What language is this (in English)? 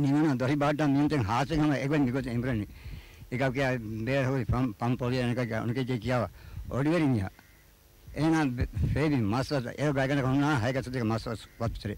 Divehi